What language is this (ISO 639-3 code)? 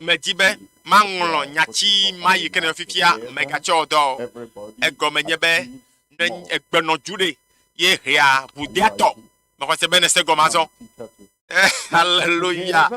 ewe